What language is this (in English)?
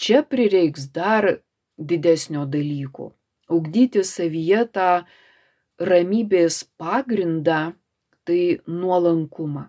Lithuanian